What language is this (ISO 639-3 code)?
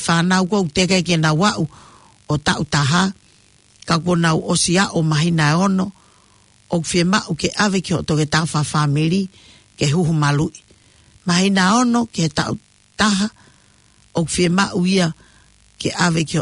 ton